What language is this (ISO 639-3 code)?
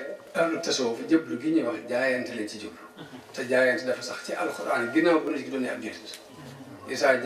wol